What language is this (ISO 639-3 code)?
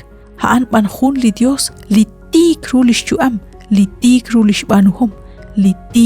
kek